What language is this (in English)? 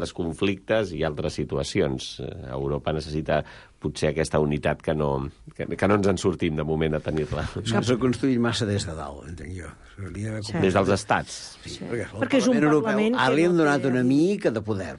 Catalan